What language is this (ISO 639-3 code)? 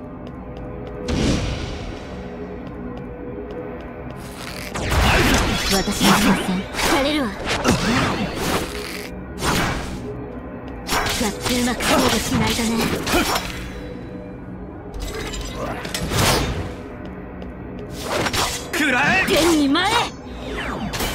jpn